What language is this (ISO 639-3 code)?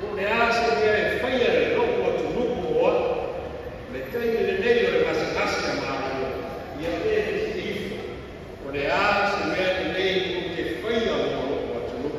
smo